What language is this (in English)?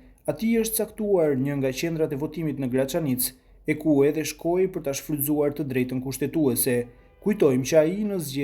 Albanian